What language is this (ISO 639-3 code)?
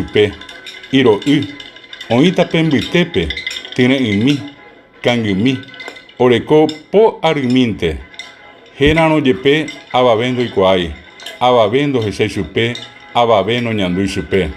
grn